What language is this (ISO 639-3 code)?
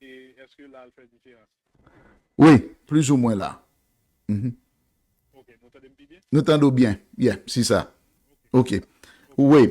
hat